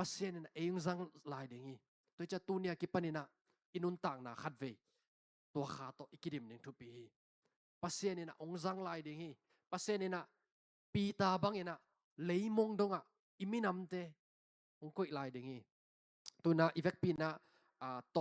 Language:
Tedim Chin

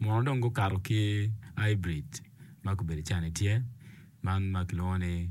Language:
Acoli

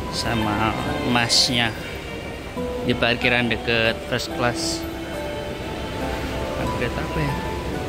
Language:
Indonesian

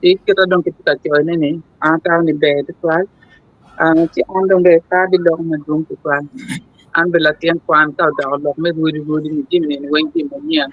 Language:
Acoli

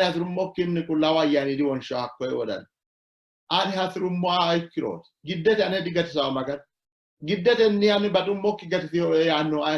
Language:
Sidamo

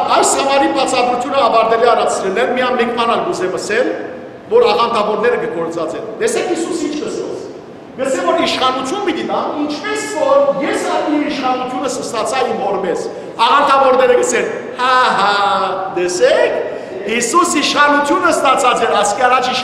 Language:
Western Armenian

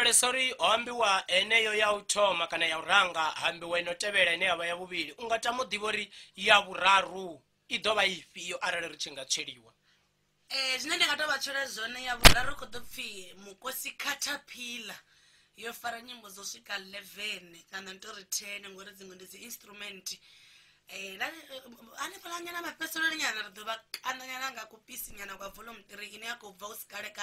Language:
Venda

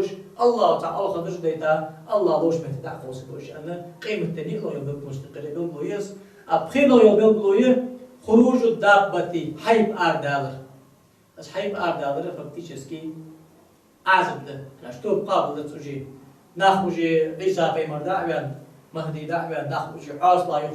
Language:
Ingush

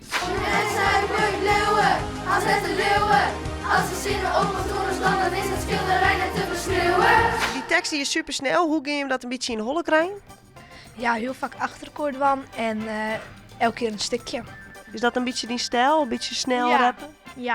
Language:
Western Frisian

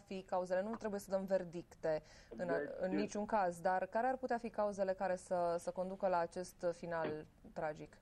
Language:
Romanian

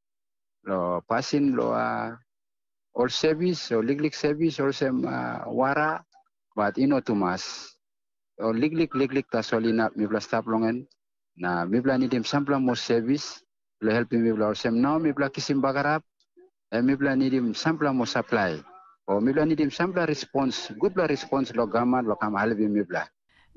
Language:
Tok Pisin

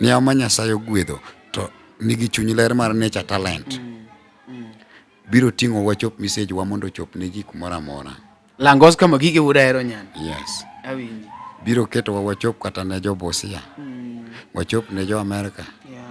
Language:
Luo (Kenya and Tanzania)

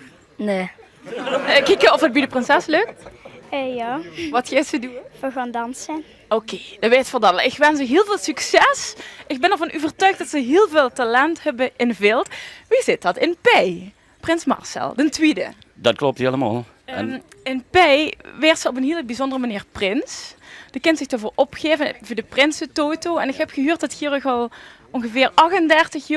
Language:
Limburgish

